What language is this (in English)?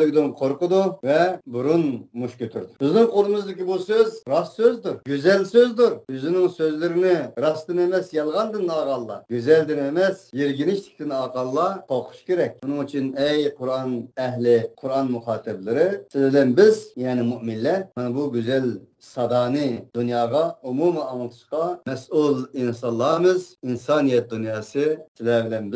Uyghur